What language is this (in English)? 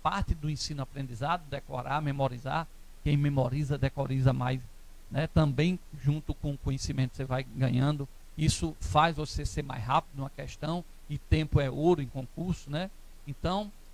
Portuguese